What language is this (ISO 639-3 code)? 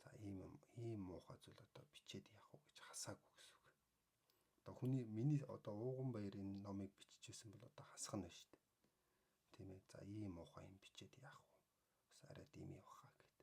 mon